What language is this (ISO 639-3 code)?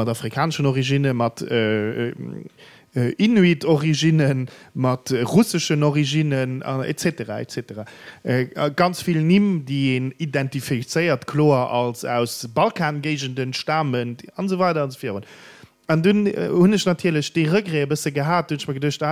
ltz